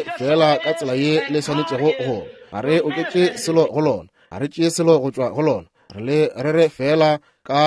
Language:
Northern Sotho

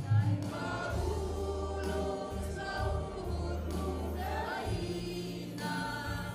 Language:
Batak Simalungun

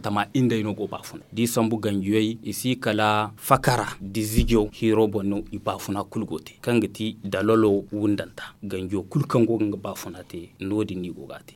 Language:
Zarma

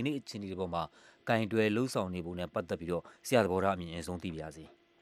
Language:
Burmese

